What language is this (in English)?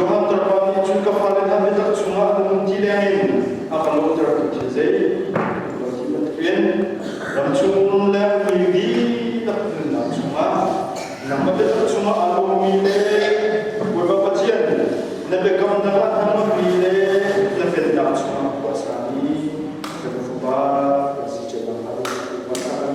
Hakha Chin